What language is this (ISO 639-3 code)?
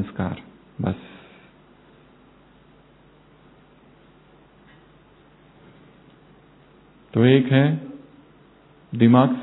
hin